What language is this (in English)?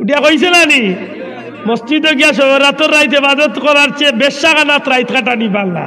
Sylheti